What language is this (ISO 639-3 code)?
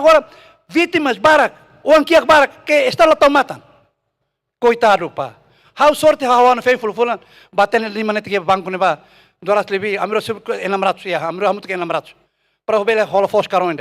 tet